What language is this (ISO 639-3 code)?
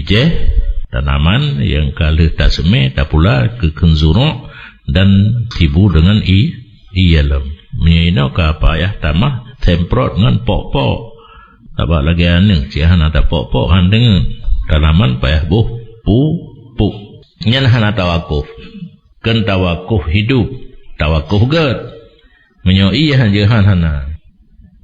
ace